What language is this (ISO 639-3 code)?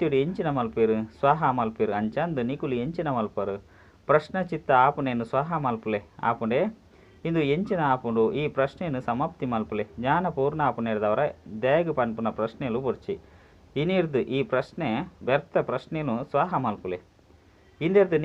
tcy